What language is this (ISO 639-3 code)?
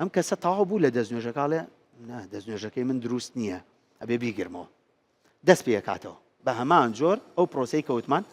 ckb